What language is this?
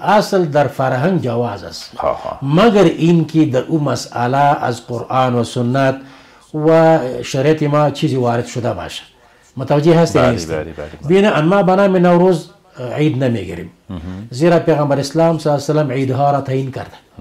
Persian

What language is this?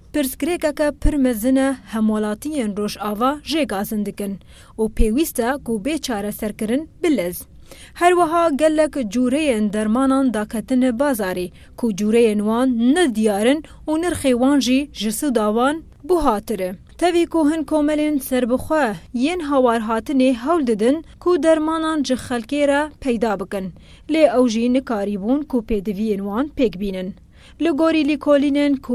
Kurdish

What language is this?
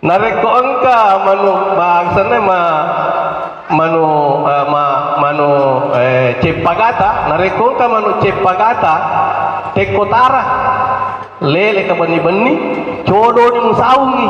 Buginese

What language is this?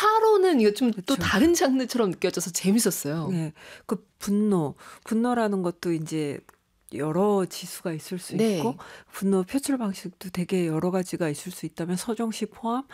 Korean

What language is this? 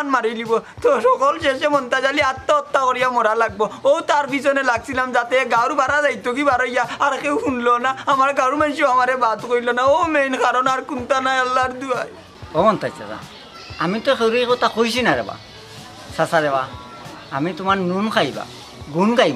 Sylheti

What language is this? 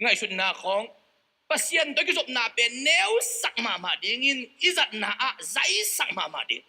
Tedim Chin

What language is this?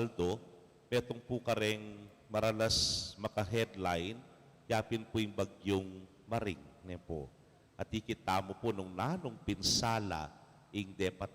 Pampanga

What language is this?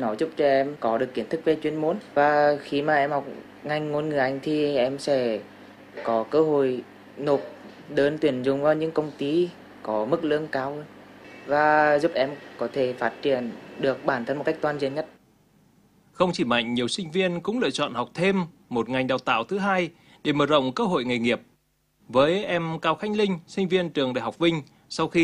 Vietnamese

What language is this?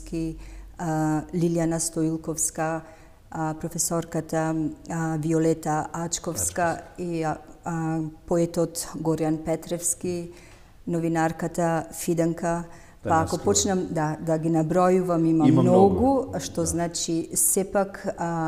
Macedonian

